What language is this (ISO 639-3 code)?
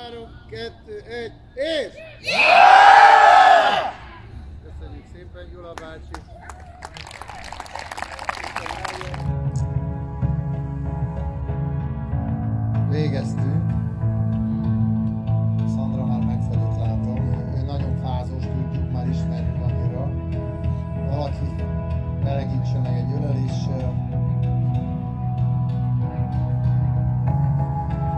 hun